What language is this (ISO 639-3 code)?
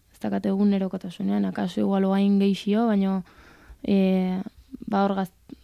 eus